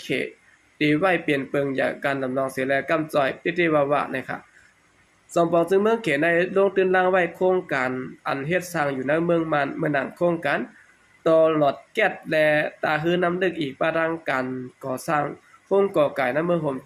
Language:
Shan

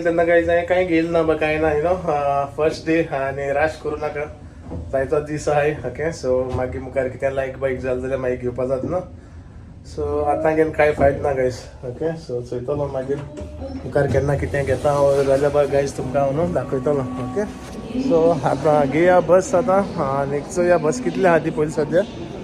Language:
Konkani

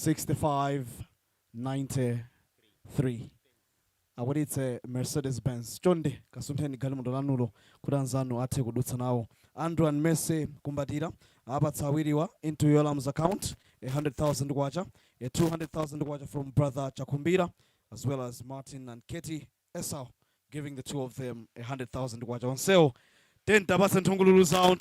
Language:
Nyanja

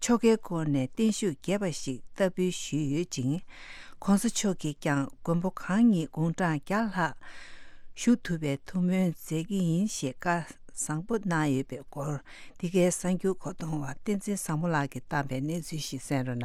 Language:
Tibetan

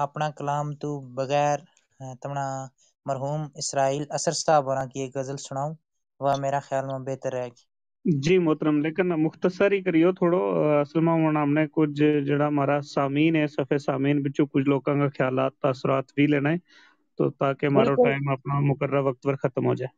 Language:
Gujari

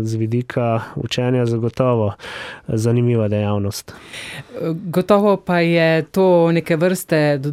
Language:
Slovenian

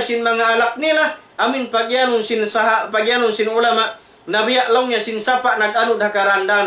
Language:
Tausug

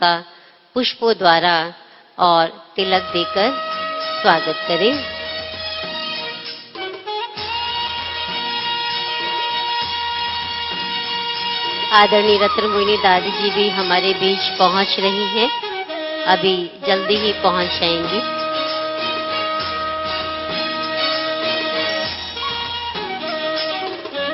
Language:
Hindi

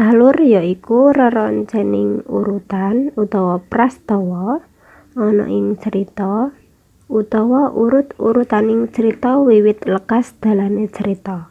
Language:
Javanese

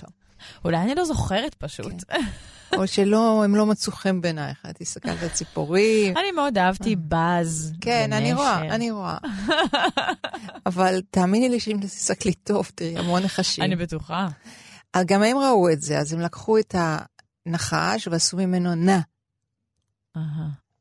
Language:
Hebrew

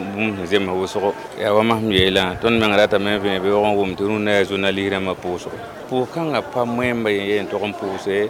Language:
Mossi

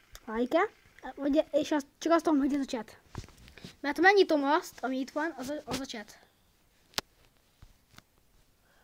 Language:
Hungarian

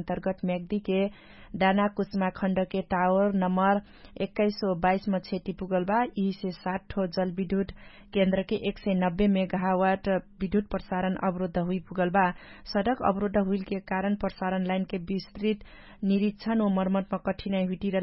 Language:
Dangaura Tharu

